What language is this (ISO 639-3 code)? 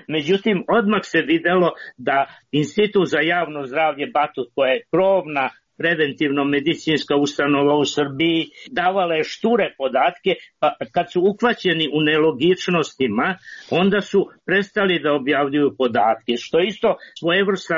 srp